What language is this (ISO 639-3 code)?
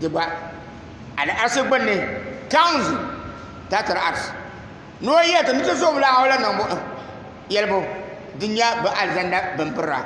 dag